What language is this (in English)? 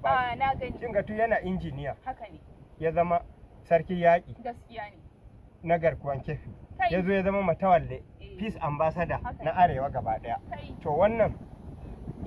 Hausa